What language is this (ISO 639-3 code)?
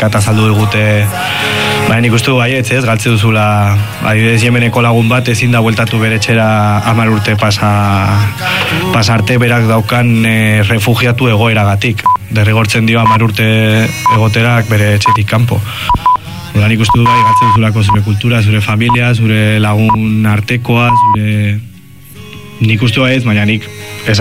eus